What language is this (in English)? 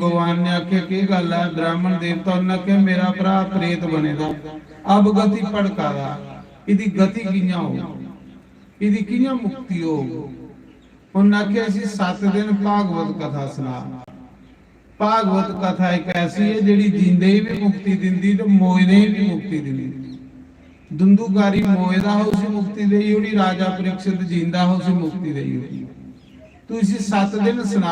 Dogri